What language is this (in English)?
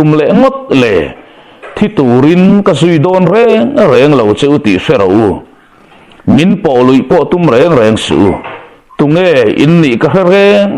Mizo